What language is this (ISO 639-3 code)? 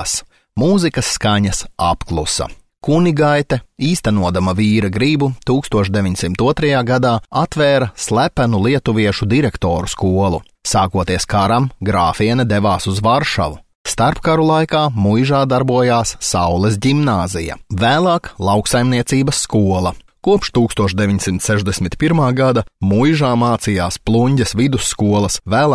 lav